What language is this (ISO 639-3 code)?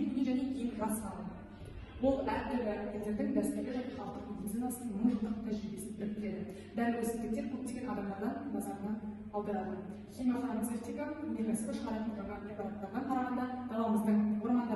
kaz